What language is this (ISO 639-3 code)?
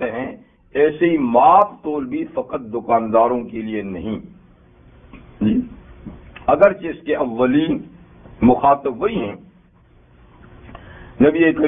urd